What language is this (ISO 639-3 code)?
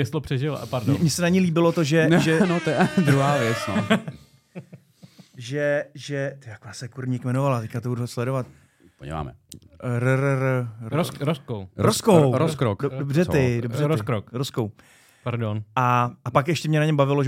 ces